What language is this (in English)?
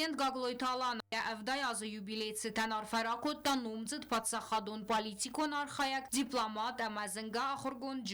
Ossetic